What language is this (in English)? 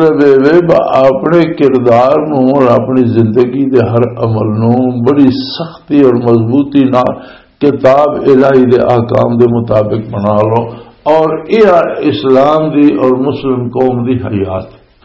Western Panjabi